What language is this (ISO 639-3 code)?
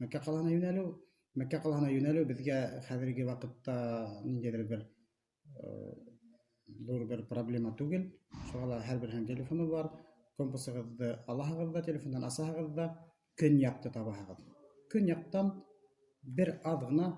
bak